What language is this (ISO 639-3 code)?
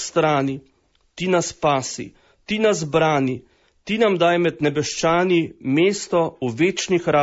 slv